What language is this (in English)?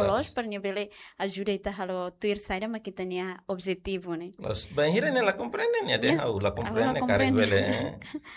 Tetum